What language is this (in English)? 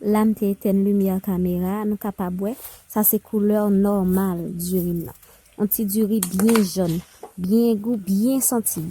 Haitian Creole